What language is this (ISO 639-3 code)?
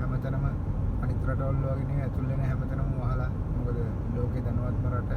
sin